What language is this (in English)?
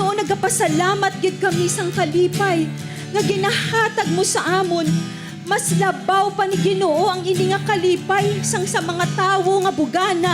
Hiligaynon